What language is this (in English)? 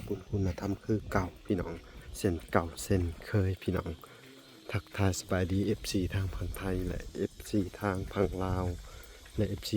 Lao